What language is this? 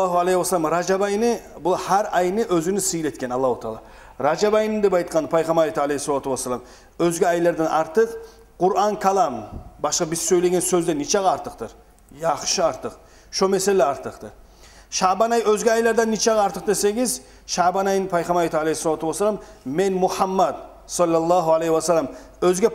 Kumyk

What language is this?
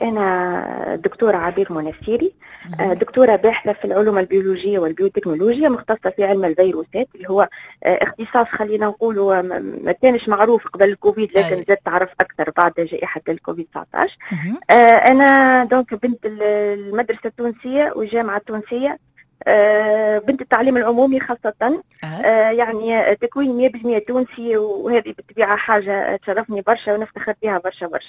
Tunisian Arabic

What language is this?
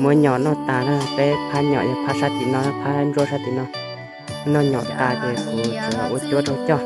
Hmong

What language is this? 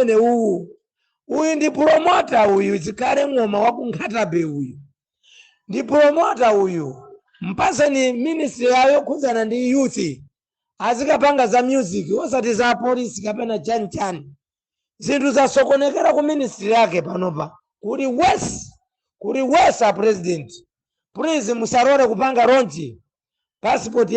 Nyanja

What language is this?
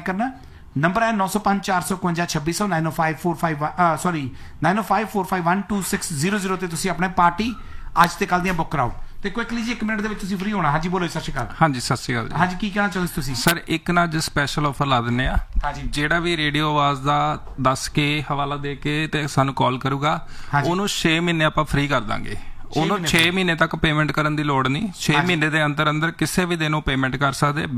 Punjabi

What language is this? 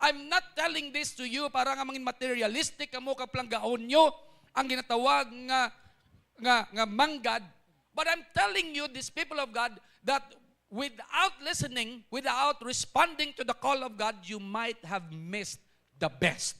Hiligaynon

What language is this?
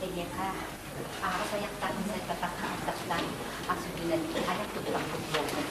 Yakut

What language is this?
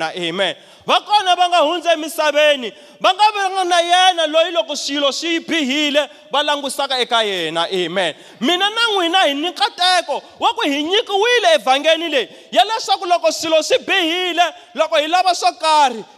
Tsonga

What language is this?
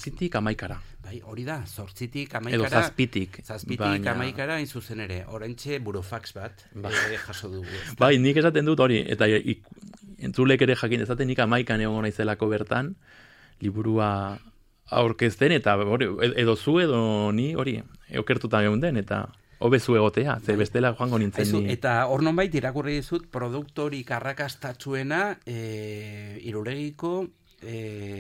Basque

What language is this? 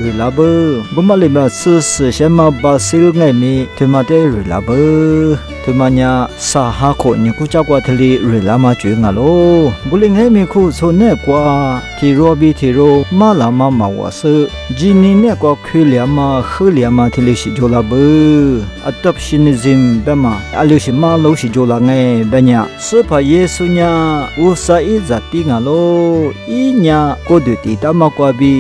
Lisu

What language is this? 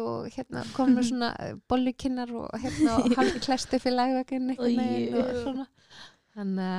Icelandic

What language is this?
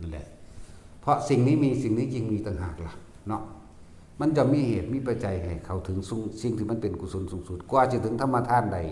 Northeastern Thai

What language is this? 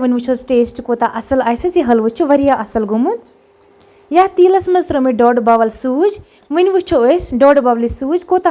Kashmiri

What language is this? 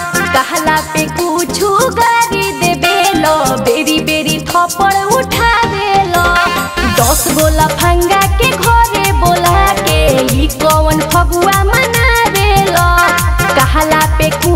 Bhojpuri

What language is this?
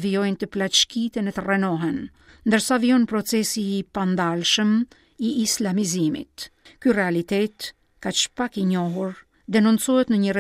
Albanian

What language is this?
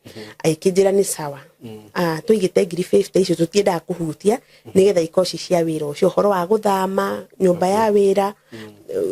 Kikuyu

